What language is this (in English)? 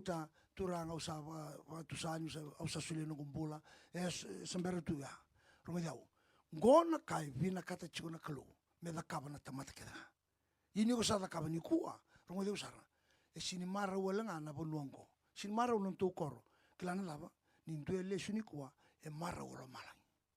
Fijian